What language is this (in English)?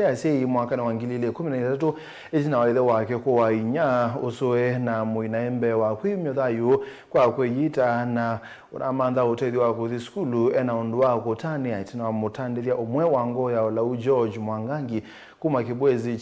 Kamba